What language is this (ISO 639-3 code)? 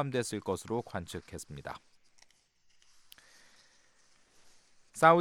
kor